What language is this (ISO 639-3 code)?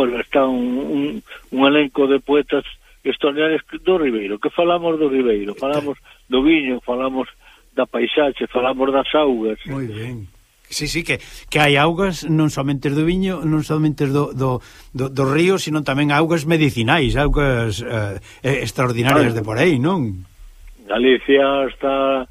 glg